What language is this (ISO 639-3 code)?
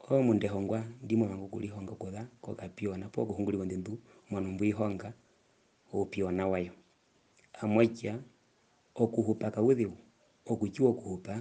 her